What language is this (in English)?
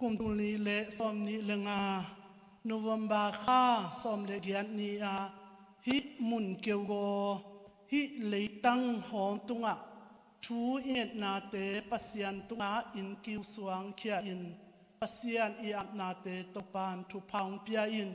Hakha Chin